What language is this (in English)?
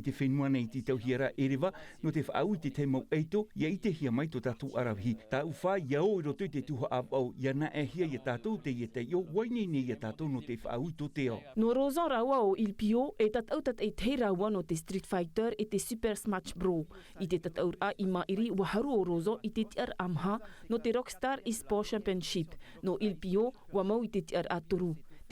Tahitian